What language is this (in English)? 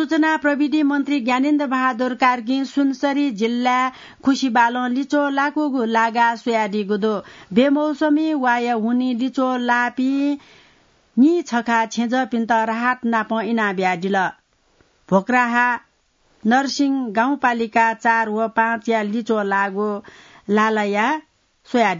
Newari